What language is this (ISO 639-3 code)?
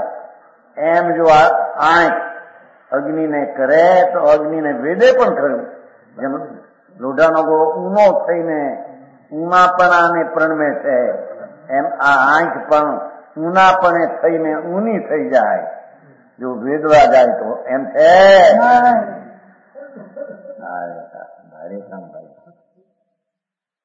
guj